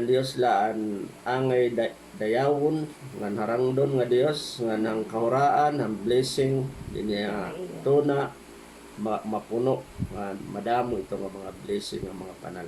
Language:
Waray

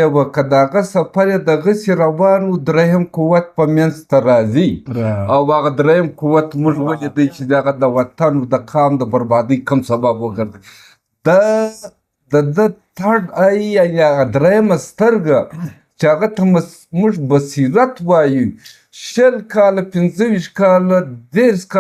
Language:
Pashto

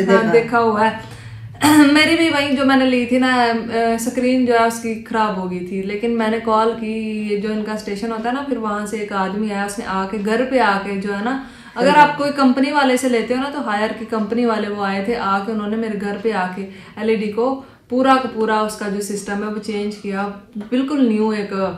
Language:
Hindi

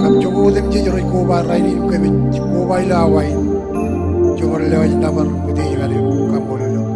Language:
Marshallese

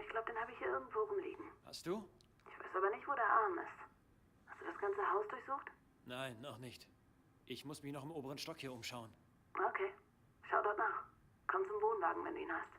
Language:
Swiss German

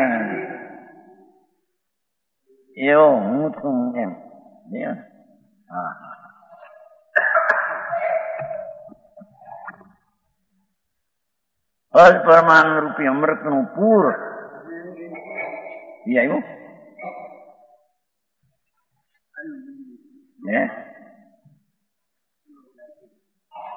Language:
Gujarati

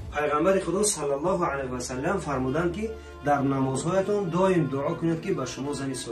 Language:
Tajik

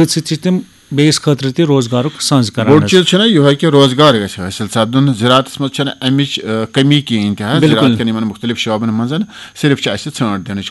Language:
Kashmiri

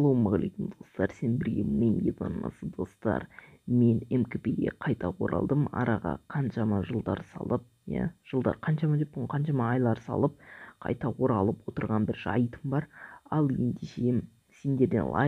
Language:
Kazakh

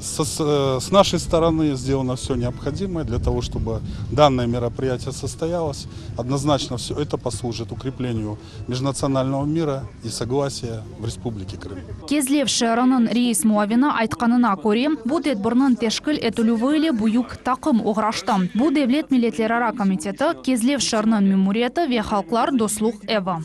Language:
Crimean Tatar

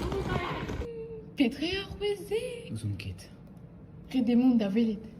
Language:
Breton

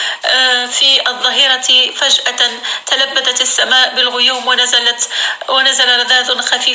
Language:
North Levantine Arabic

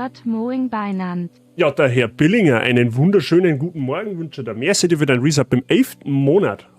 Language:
Bavarian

